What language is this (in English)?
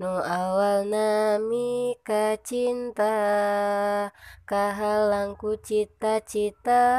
Sundanese